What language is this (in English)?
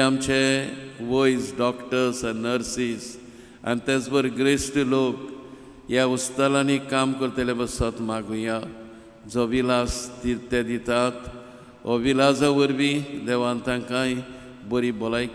Konkani